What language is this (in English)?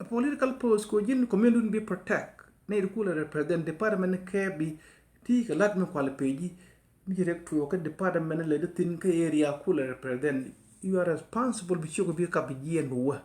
Nuer